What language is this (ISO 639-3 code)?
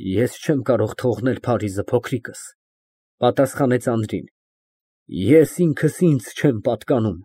hye